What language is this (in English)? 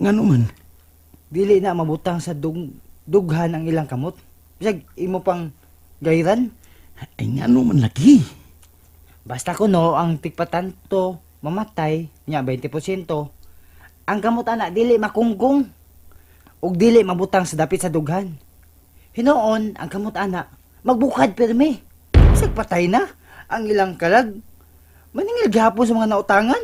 Cebuano